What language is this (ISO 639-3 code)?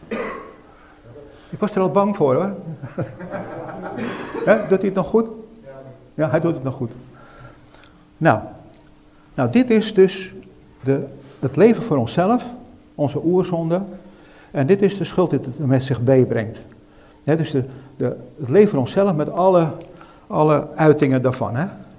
nld